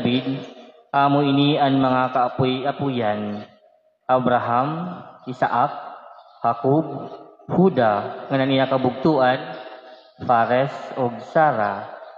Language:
Waray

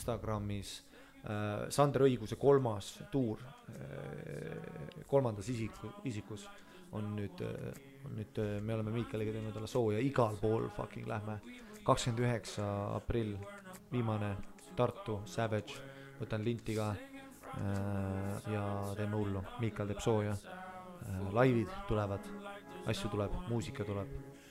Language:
Estonian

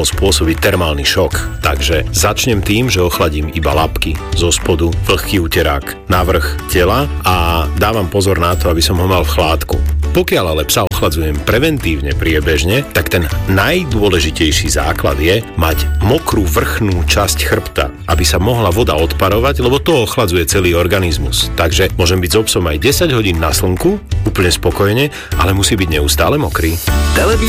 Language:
Slovak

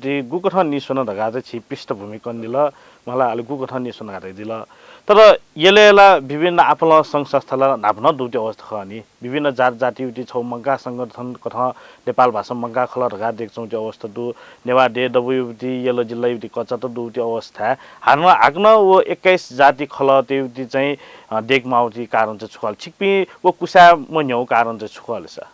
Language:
Newari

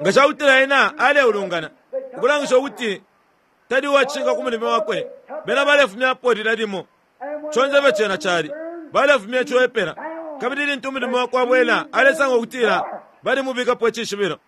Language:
Bemba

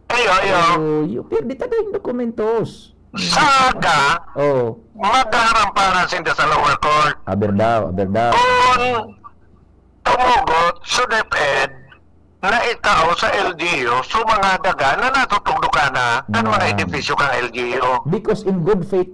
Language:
Bikol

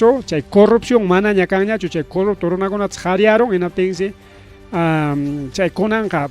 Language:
Ayacucho Quechua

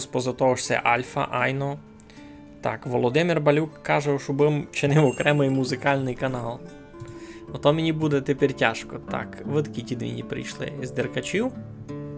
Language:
Rusyn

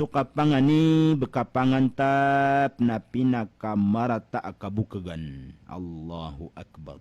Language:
Maranao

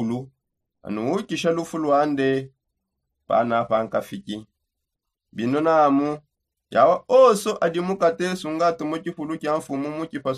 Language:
Songe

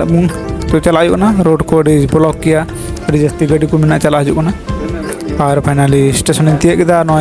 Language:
Santali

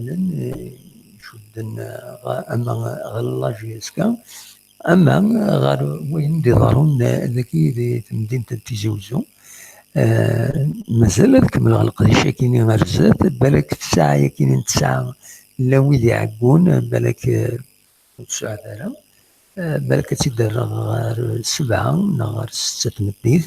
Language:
Kabyle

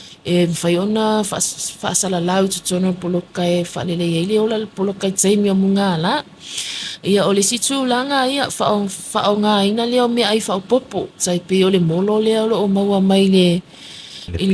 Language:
Samoan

